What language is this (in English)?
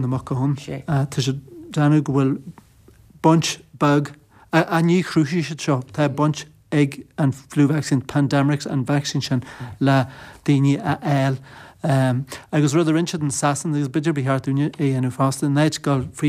Irish